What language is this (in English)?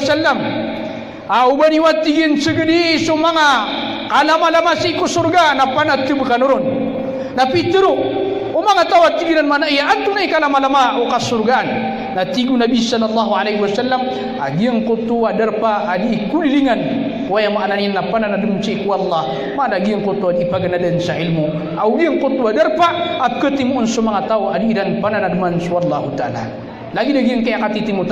Maranao